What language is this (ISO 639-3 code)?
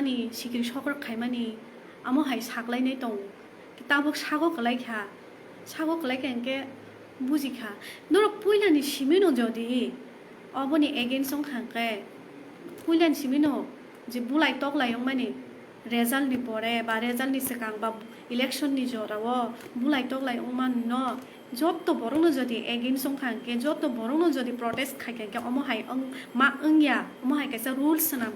trp